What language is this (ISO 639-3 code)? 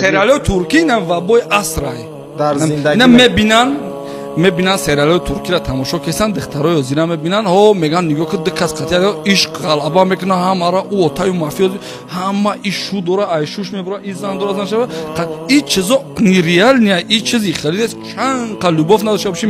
tgk